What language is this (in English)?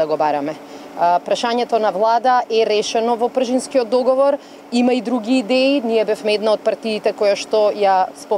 Macedonian